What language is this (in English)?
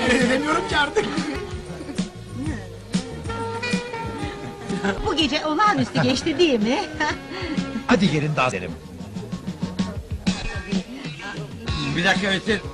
Turkish